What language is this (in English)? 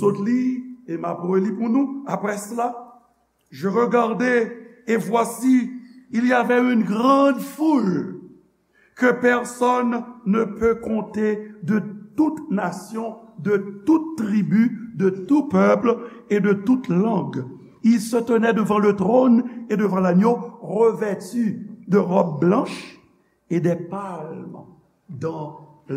Haitian Creole